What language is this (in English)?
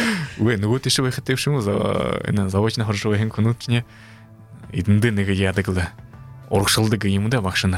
Buriat